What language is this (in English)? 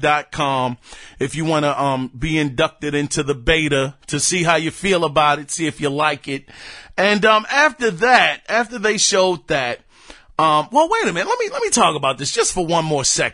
English